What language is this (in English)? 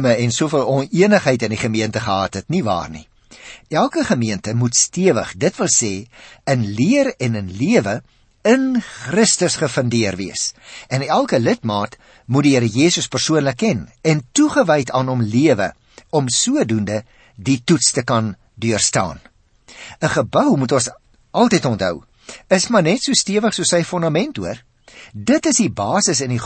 Afrikaans